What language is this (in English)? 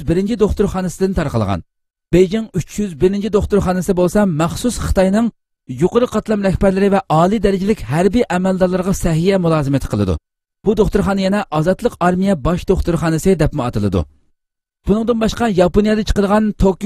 Uyghur